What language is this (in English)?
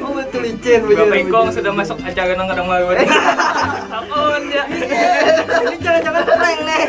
Banjar